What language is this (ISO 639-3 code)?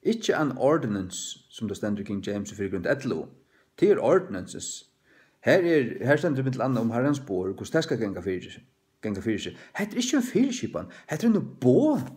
fao